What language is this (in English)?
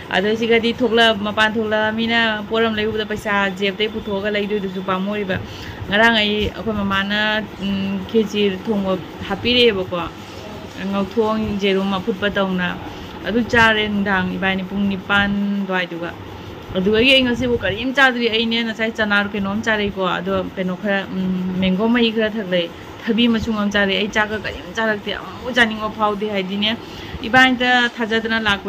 Manipuri